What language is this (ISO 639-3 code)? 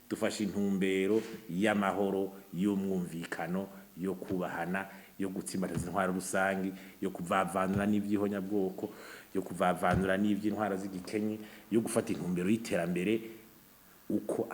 run